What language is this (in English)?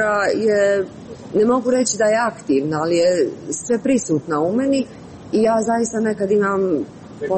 Croatian